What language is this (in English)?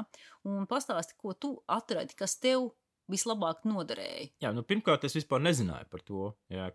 Latvian